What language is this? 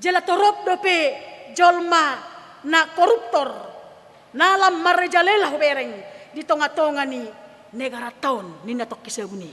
Batak Toba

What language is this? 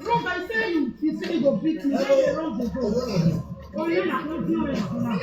Nigerian Pidgin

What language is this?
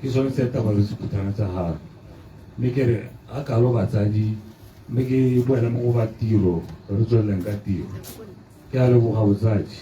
Tswana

